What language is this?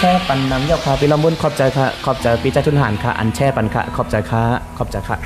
Shan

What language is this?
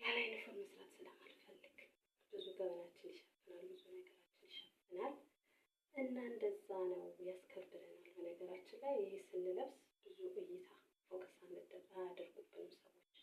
Amharic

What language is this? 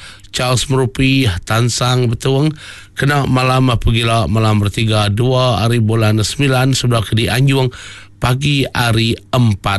Iban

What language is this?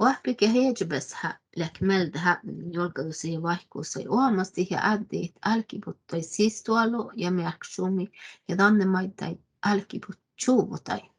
Northern Sami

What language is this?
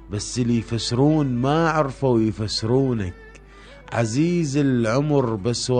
Mesopotamian Arabic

